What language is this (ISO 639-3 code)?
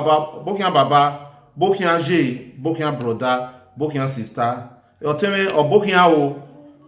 bin